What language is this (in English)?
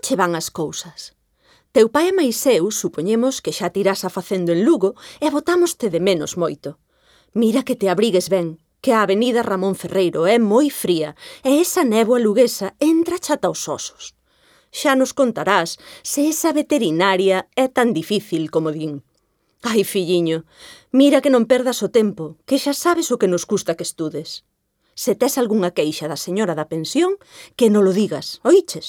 Galician